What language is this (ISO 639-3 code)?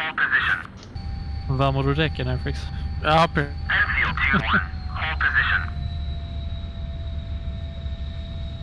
swe